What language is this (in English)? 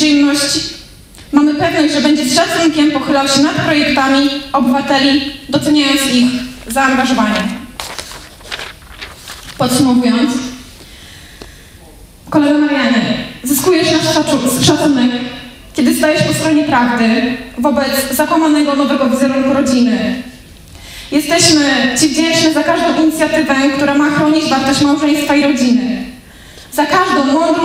Polish